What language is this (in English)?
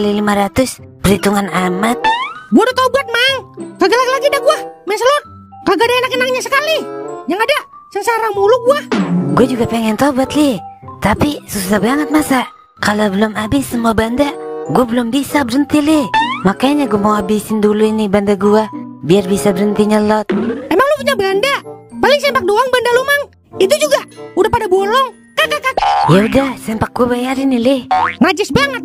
Betawi